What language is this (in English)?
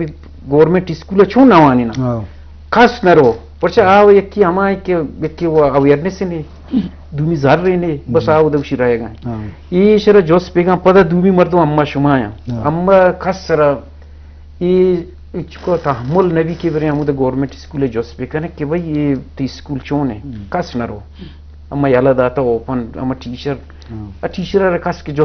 Eastern Balochi